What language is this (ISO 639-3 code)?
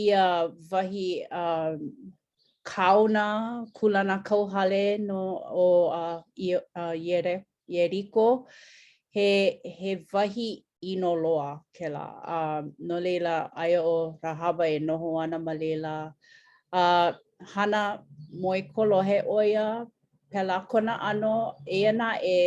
haw